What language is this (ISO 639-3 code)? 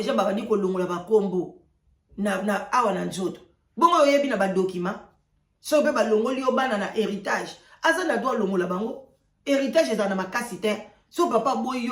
lin